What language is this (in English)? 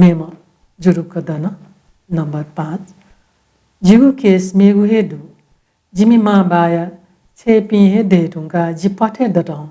Newari